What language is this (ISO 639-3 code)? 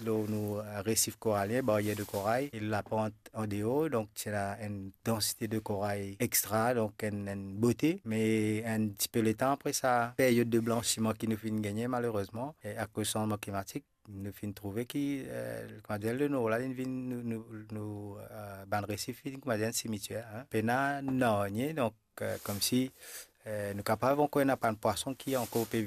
mfe